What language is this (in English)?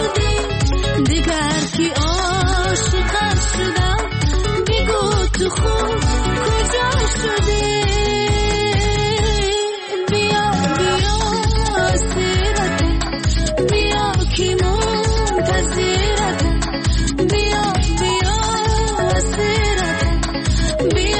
Persian